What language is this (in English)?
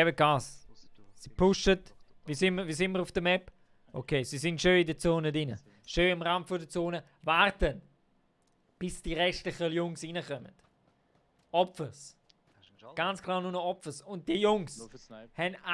Swiss German